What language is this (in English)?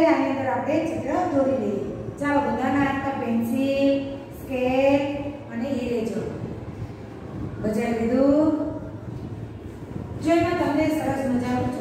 Gujarati